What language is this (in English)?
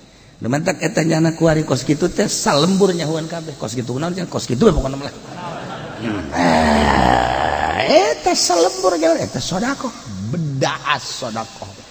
Sundanese